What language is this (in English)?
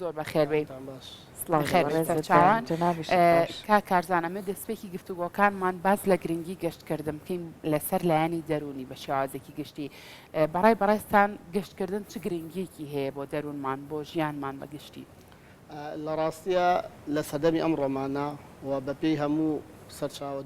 Central Kurdish